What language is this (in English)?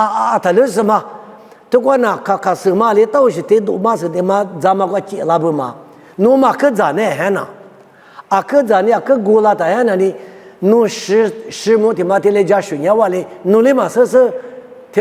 Lisu